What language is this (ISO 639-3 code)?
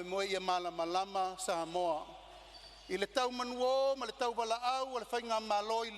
smo